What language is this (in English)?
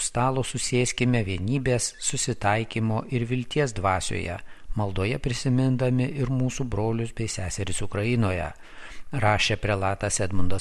Lithuanian